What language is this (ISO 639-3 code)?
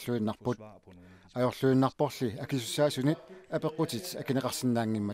kal